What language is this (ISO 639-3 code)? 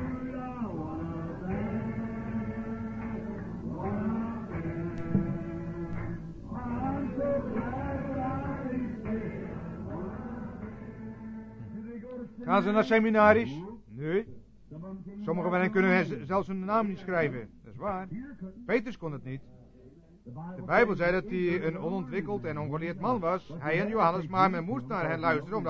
nld